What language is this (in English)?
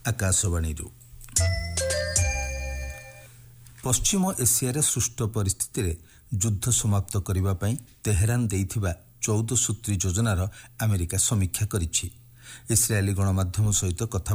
Odia